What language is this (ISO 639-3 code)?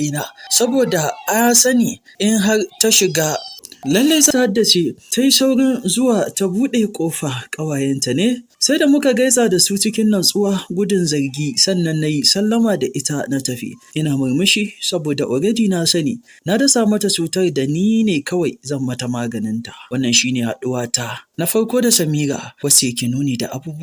hau